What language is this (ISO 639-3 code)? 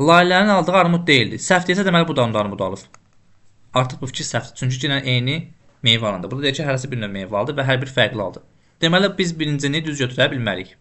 aze